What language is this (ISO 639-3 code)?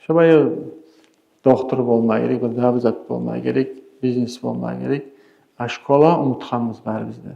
kum